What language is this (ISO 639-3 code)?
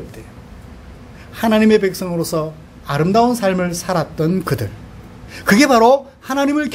kor